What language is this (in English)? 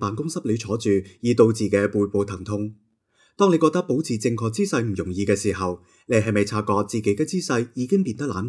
Cantonese